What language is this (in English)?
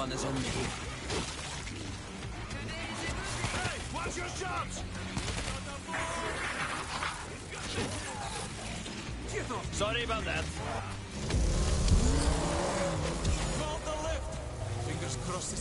English